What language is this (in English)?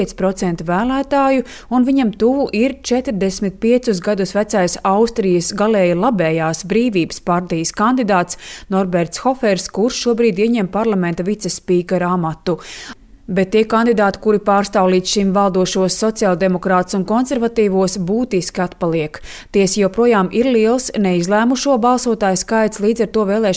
Latvian